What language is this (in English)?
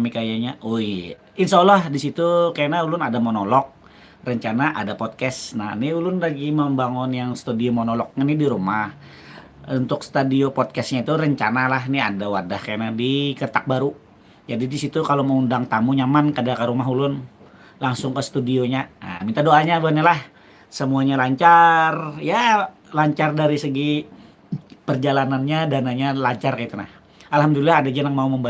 Banjar